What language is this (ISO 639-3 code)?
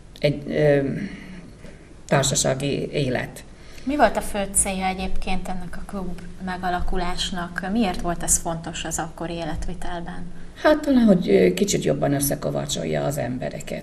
hun